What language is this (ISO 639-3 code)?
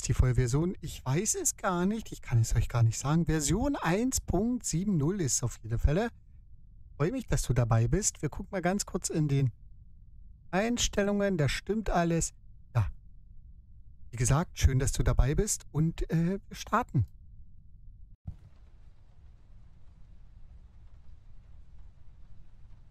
deu